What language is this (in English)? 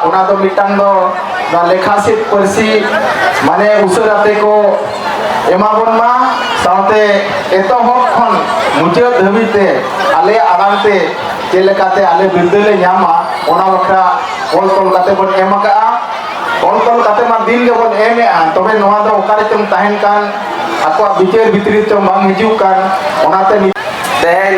Santali